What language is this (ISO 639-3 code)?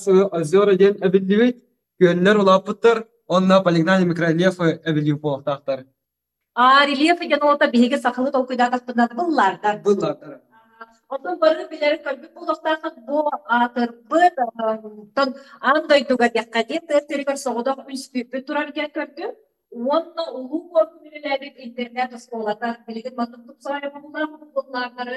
sah